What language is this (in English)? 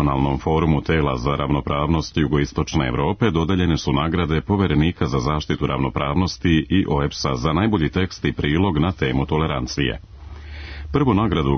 Serbian